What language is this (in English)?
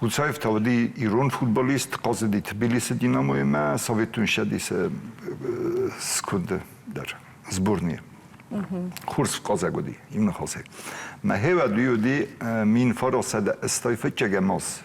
Ossetic